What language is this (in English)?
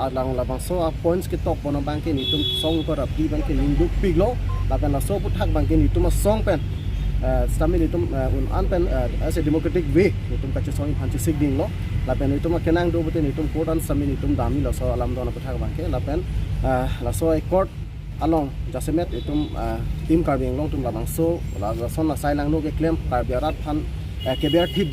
Karbi